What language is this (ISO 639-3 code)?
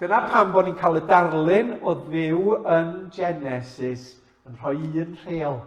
cym